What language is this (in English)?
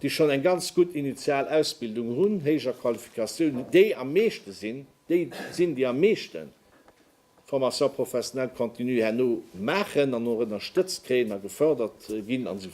Luxembourgish